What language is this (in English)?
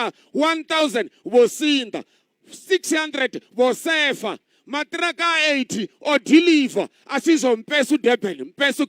Venda